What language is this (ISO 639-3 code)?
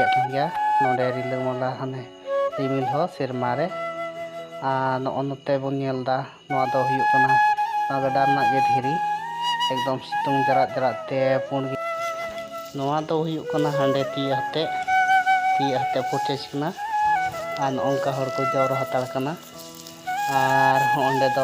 sat